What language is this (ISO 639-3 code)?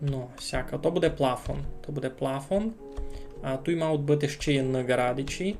rue